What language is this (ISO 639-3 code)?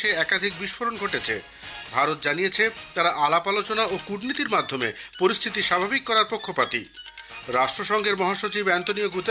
ben